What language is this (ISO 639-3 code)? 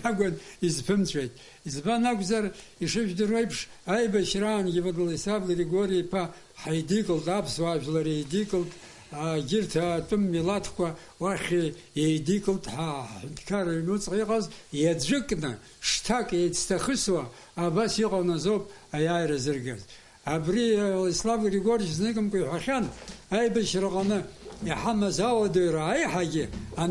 abk